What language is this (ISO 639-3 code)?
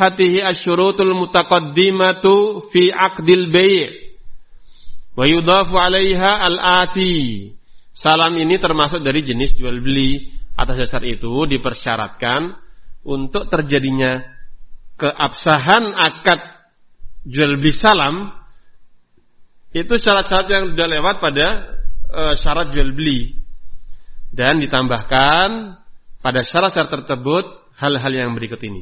ind